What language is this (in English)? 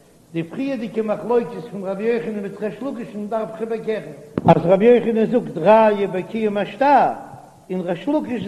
Yiddish